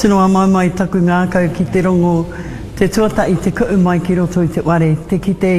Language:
Māori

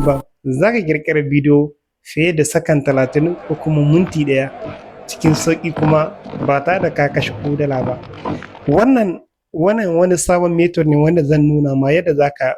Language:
Hausa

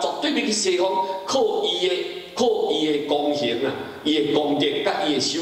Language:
Min Nan Chinese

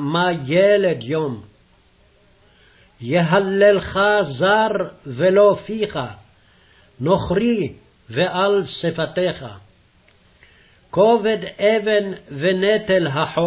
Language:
Hebrew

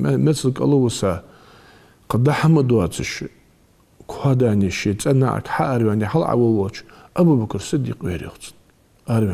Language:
Ingush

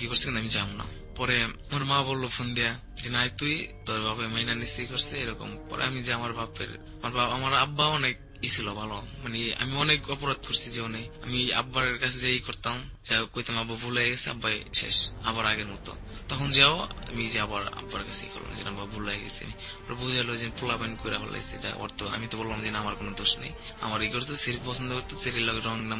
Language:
Bangla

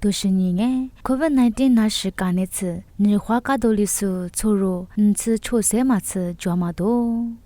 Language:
Lisu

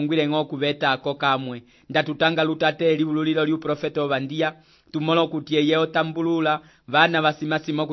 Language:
Umbundu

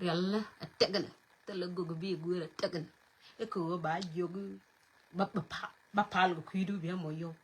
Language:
Nuer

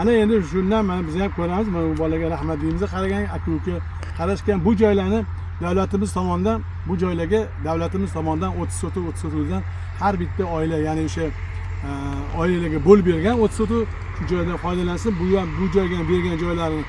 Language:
Uzbek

